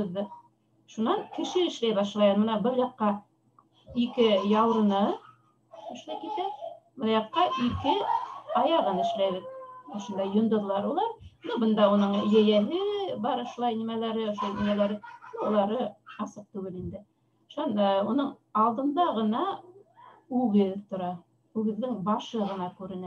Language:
Bashkir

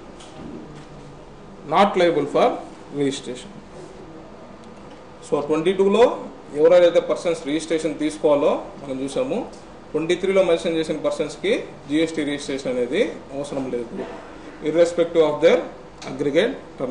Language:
Telugu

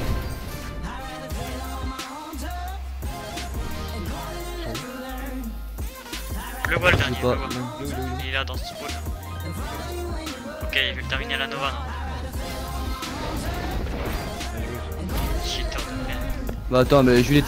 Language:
French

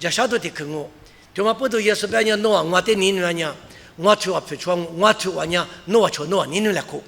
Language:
Lisu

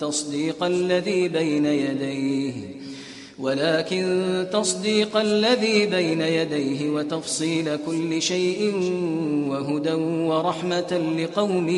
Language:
Kashmiri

